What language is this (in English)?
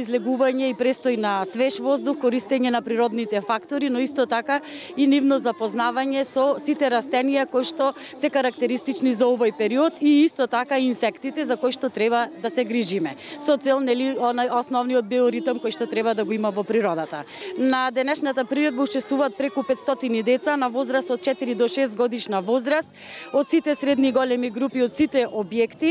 Macedonian